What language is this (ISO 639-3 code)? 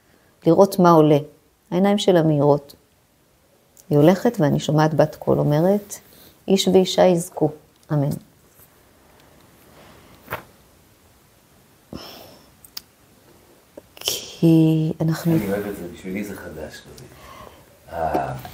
heb